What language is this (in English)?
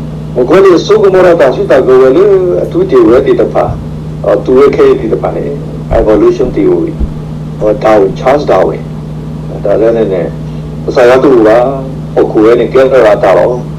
S'gaw Karen